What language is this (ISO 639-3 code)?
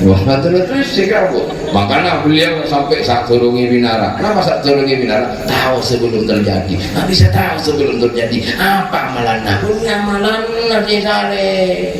mad